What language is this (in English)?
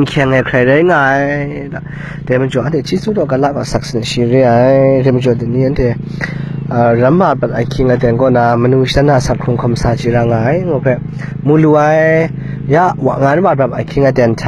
Kachin